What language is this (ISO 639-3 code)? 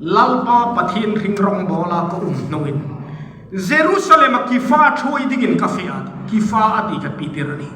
hmr